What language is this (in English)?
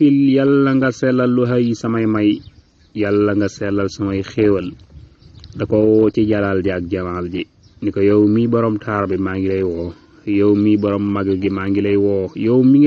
Wolof